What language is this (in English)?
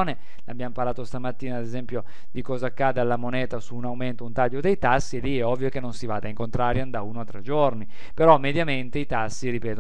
Italian